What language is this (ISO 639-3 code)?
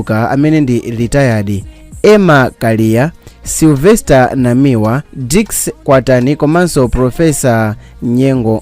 nya